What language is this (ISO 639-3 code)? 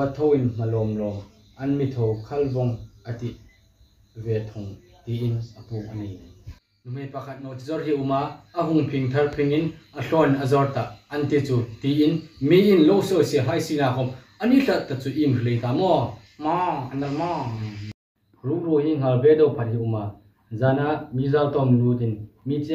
hmr